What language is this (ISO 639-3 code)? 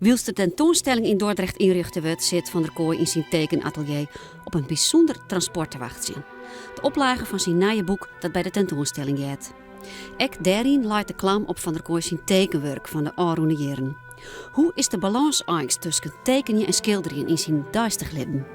fry